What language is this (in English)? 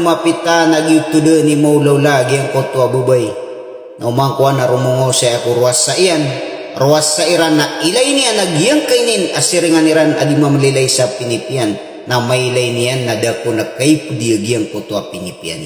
Maranao